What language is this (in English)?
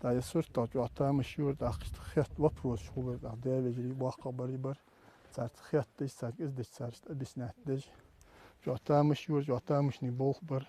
Ingush